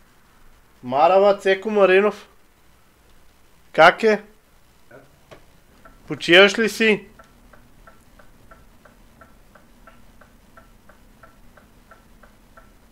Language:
Bulgarian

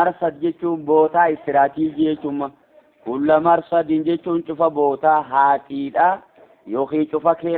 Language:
Oromo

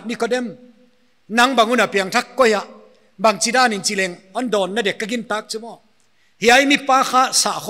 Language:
Paite Chin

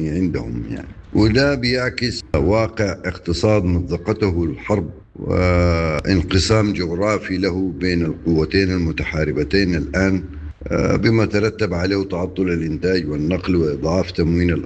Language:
Sudanese Arabic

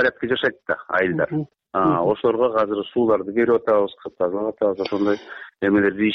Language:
Kyrgyz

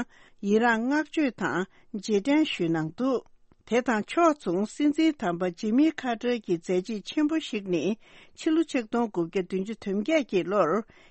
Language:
Tibetan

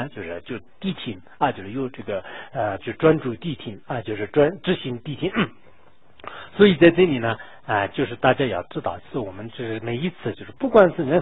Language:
Chinese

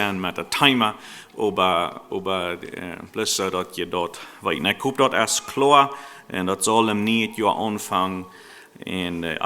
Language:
Plautdietsch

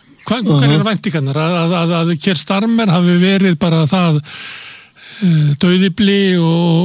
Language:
Icelandic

